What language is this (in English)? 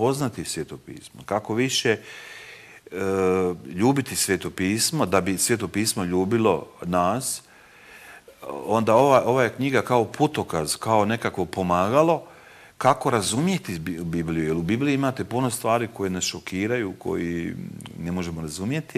Croatian